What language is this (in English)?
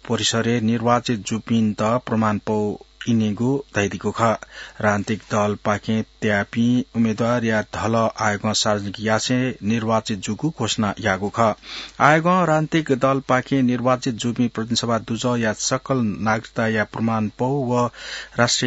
Newari